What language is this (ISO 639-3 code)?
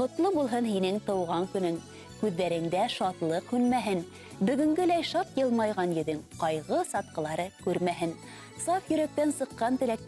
bak